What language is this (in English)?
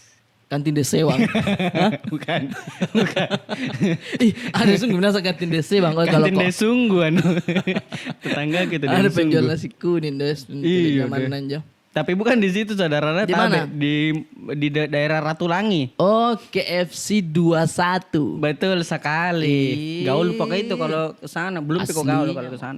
Makassar Malay